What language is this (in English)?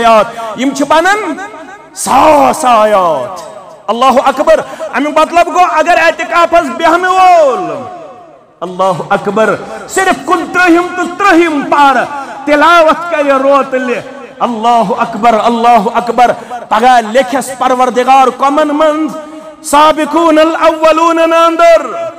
Kashmiri